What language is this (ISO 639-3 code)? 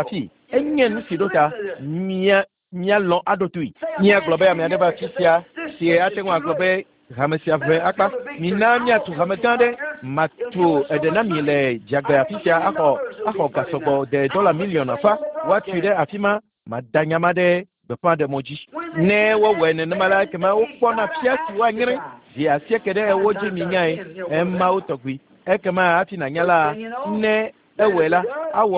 ewe